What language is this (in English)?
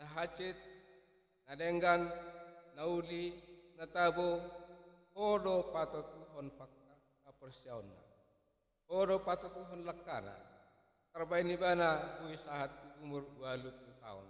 Batak Toba